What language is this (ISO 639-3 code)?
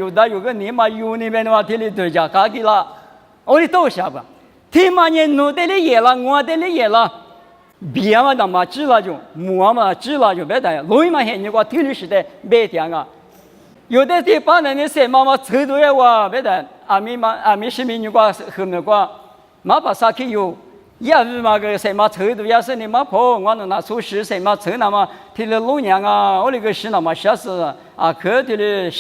lis